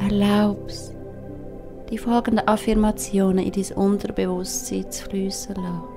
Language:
Swiss German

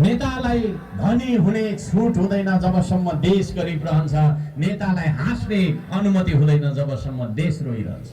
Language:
Nepali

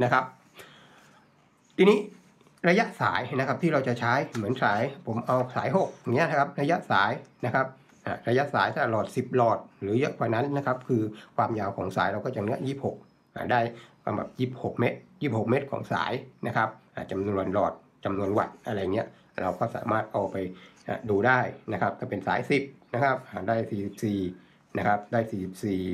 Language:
Thai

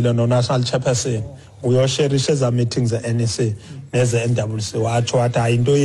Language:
Xhosa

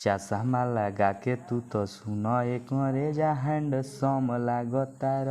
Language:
Bhojpuri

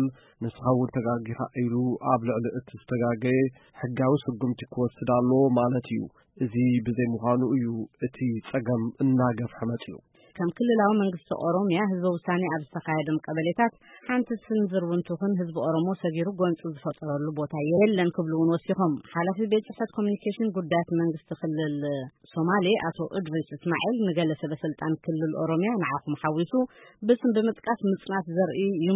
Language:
Tigrinya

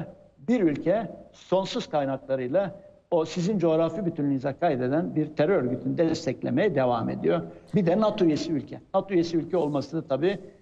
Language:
Turkish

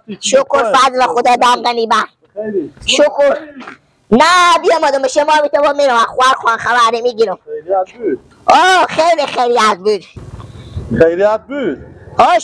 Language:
Persian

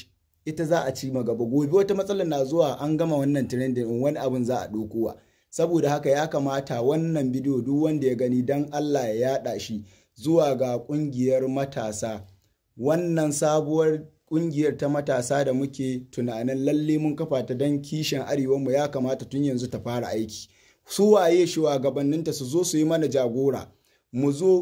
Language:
Hausa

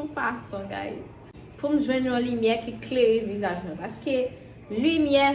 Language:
Haitian Creole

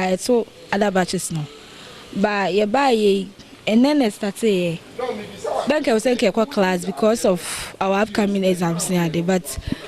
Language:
Akan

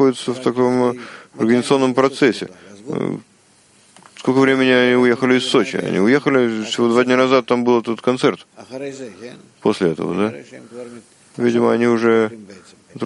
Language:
Russian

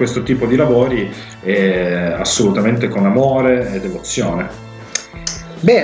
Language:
Italian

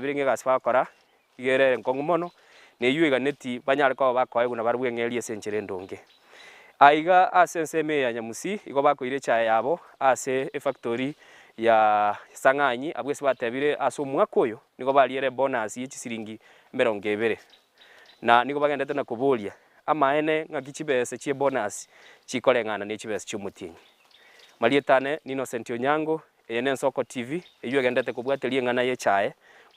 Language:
Gusii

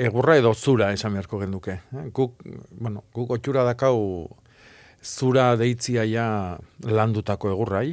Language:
Basque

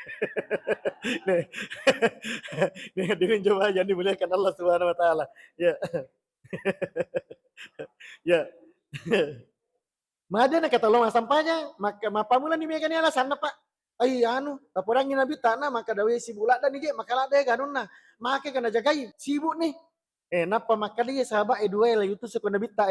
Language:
Buginese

